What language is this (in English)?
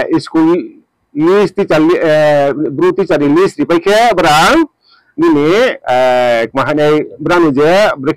Riang (India)